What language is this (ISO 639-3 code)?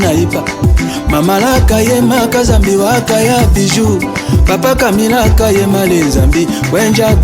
tll